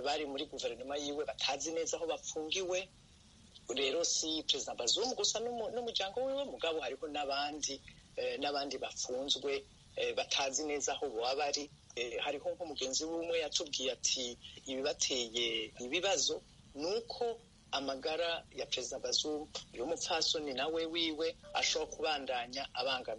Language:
Rundi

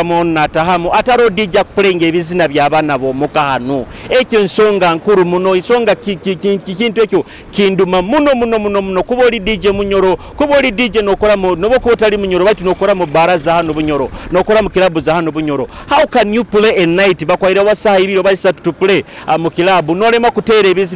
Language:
Nyoro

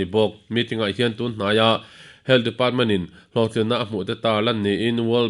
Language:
Mizo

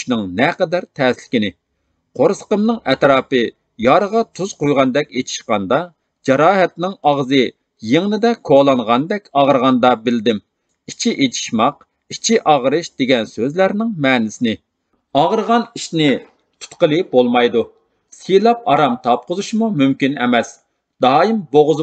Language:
Uyghur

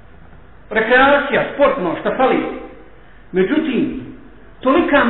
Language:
Bosnian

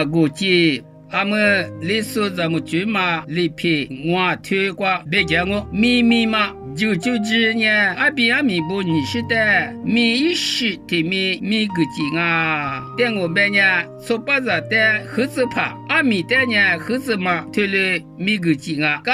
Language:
Lisu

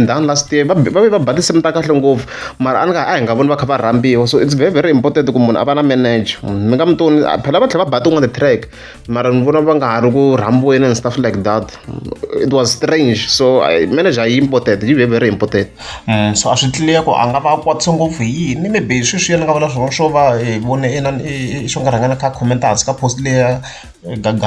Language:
Tsonga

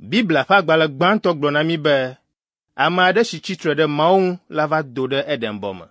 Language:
Ewe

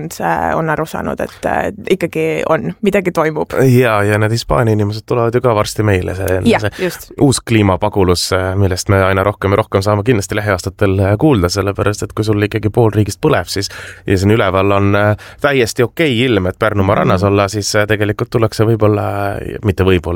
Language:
Estonian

